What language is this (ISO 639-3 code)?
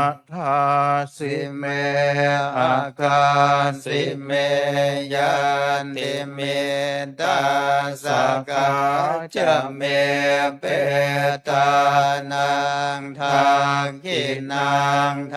pli